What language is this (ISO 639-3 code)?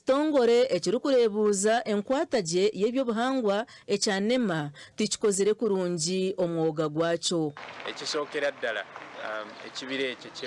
nyn